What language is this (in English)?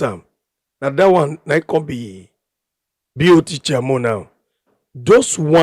Nigerian Pidgin